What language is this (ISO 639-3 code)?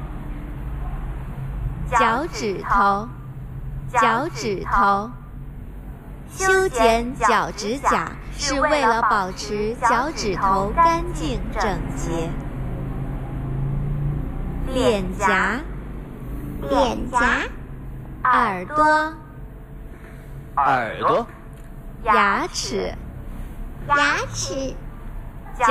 zho